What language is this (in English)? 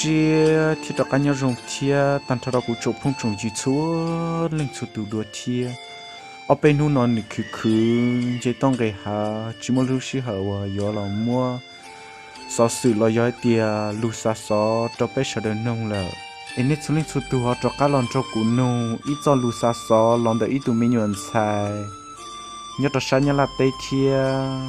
Hmong